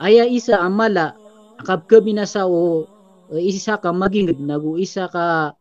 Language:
Maranao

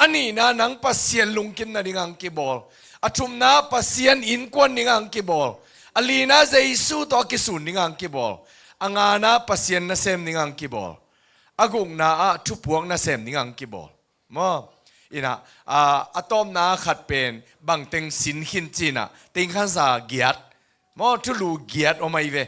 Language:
Tedim Chin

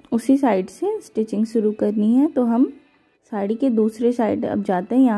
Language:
Hindi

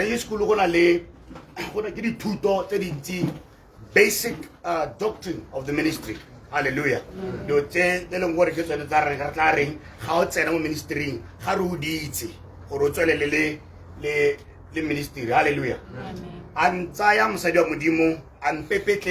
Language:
Tswana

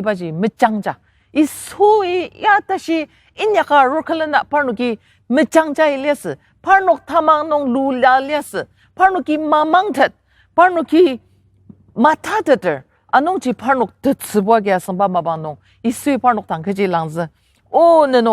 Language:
Ao Naga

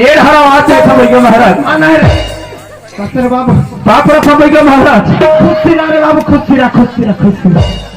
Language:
Chhattisgarhi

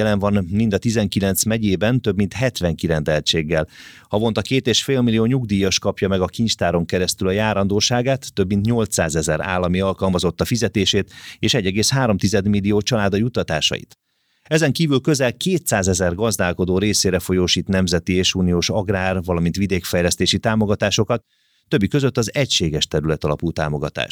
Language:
Hungarian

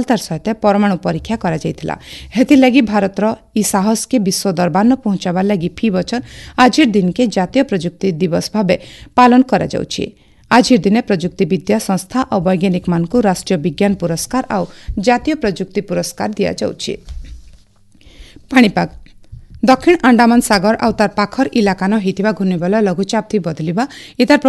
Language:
Odia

